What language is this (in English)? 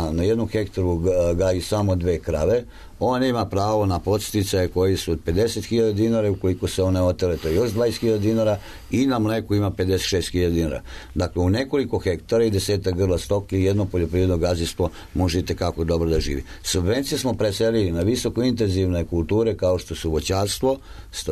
Serbian